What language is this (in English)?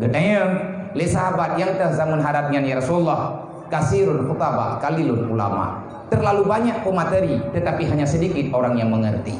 Achinese